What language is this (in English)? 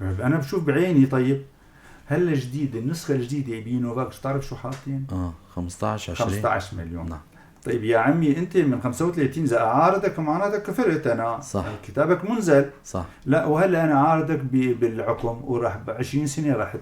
North Levantine Arabic